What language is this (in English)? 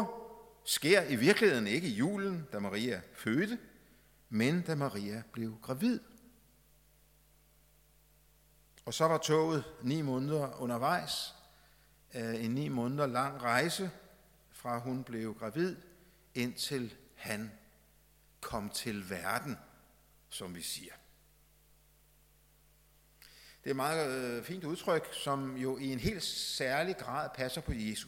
Danish